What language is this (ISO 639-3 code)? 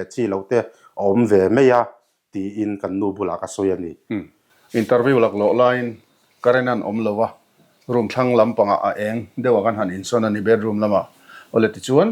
lus